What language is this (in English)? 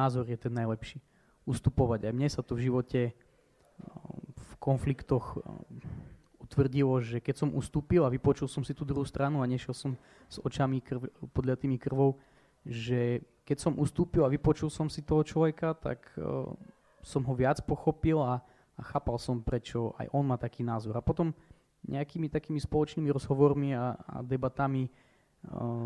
Slovak